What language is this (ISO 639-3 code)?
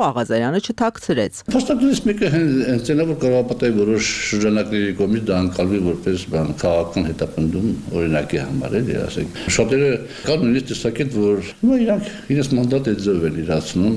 hye